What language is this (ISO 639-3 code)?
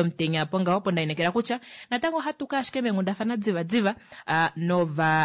kua